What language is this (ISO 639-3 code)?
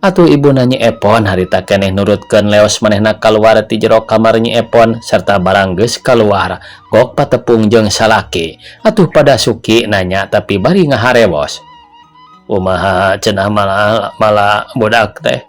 sun